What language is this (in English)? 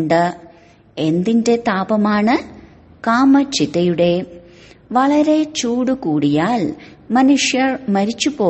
Malayalam